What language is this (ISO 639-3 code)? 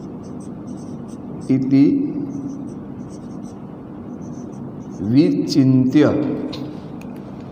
guj